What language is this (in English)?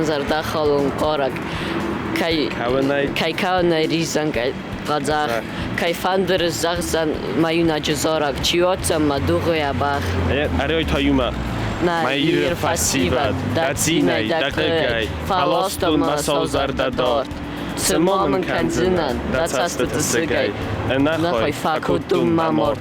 Ossetic